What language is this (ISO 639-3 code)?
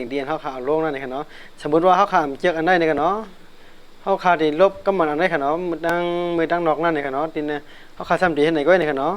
shn